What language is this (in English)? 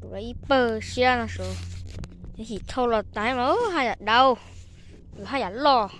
Hmong